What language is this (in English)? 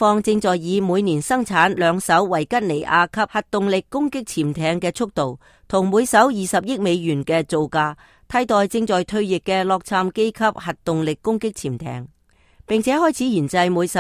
Cantonese